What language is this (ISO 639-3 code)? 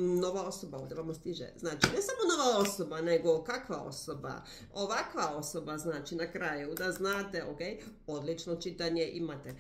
hrv